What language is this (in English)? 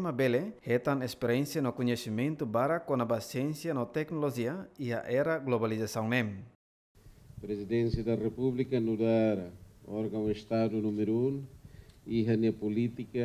Tetum